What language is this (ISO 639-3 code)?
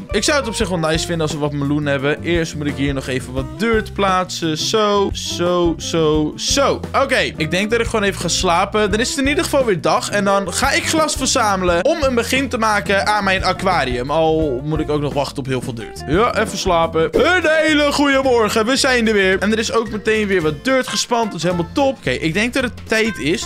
nld